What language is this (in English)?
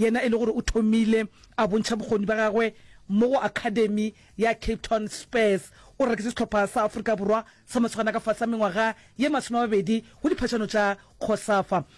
Northern Sotho